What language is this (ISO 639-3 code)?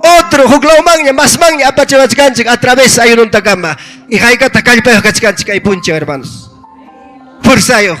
quy